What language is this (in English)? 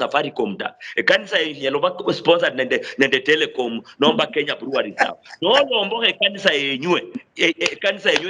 Luyia